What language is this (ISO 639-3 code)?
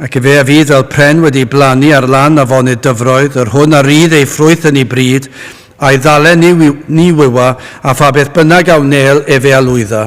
cym